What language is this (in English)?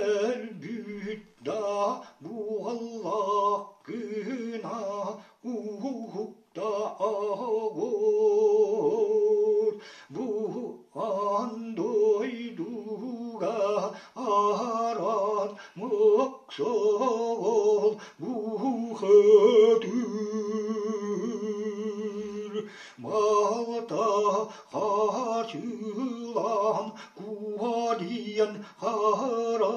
Yakut